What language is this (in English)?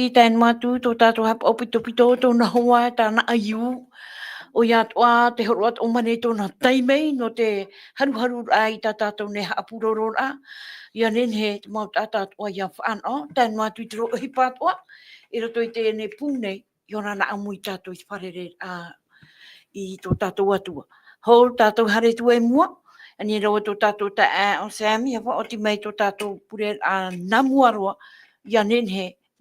Tahitian